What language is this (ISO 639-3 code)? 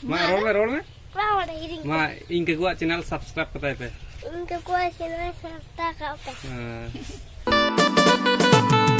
sat